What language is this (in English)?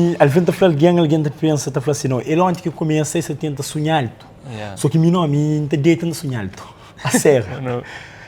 Kabuverdianu